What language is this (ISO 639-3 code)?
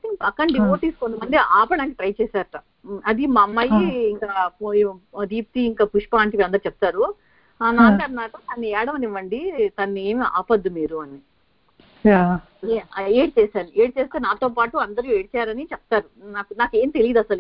tel